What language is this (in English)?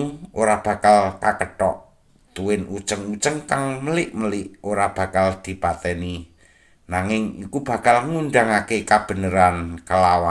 Javanese